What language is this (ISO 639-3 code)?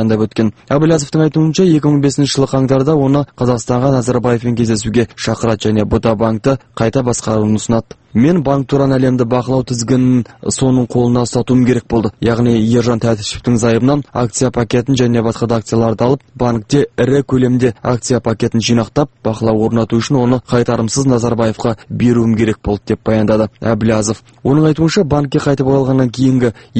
kaz